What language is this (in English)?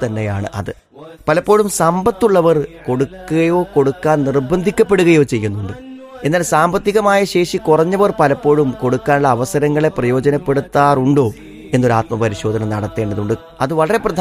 Malayalam